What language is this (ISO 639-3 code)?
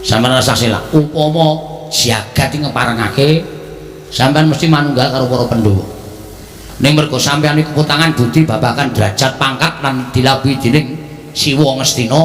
jav